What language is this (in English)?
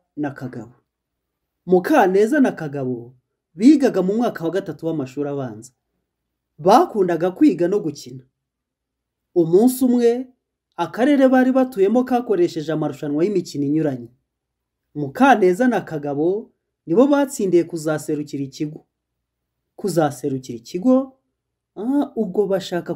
Kinyarwanda